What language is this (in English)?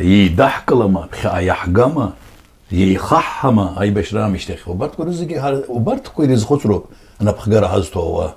Abkhazian